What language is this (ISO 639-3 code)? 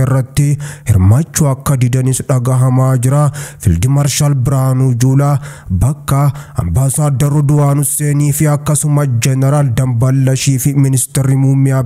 orm